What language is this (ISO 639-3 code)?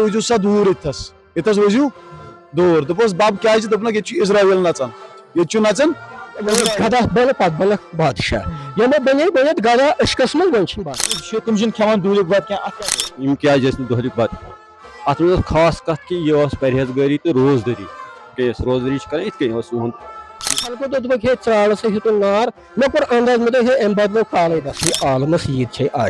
kas